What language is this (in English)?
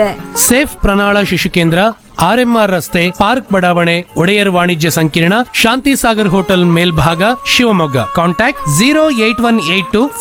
Kannada